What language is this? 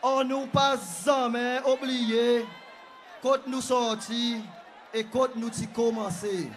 Seselwa Creole French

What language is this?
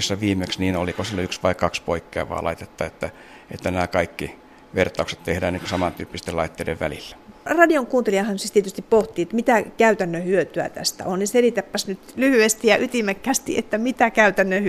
Finnish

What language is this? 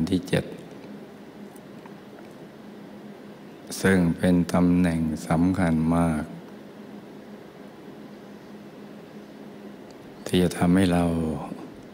Thai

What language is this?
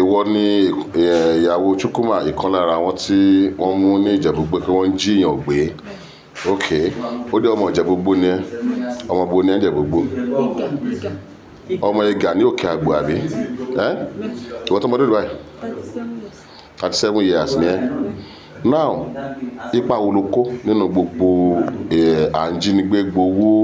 Yoruba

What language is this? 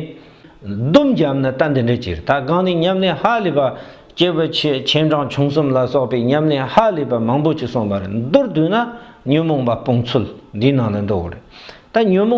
Tibetan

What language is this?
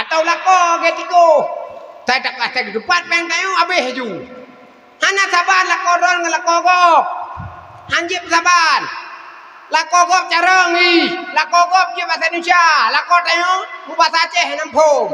Achinese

